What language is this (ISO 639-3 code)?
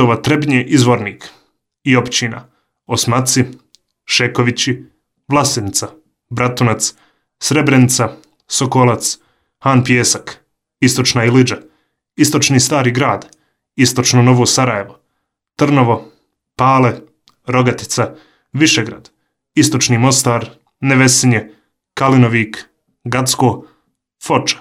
bos